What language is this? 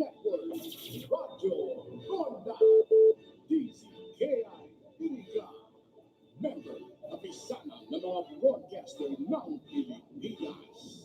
Bikol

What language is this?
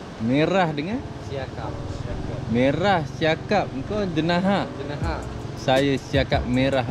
Malay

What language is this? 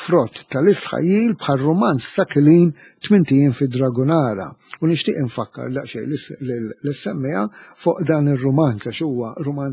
Maltese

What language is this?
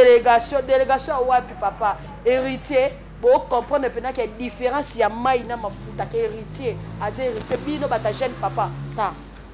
Lingala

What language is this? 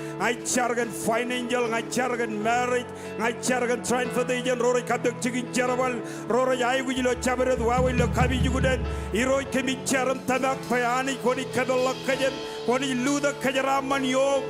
Marshallese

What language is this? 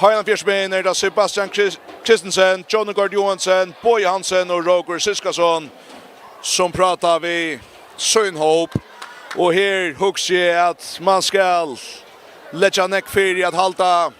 Faroese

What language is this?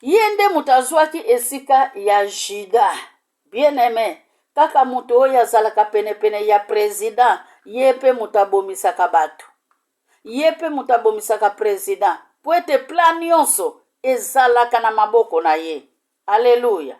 Lingala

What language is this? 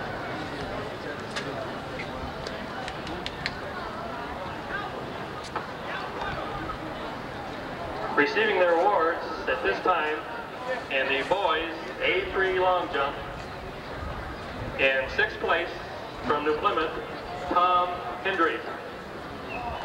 English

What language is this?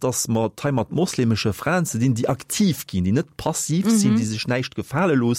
Luxembourgish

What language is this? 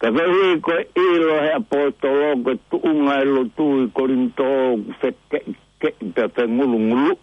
Tongan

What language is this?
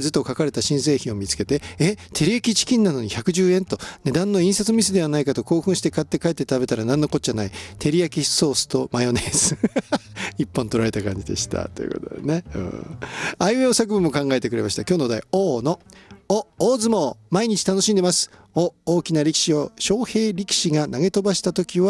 Japanese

